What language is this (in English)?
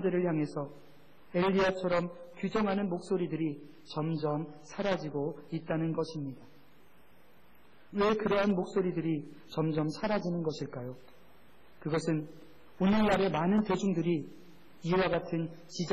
Korean